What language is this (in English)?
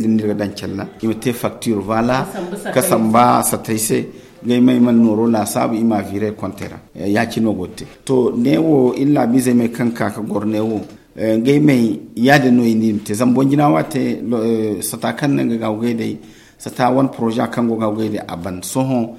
Zarma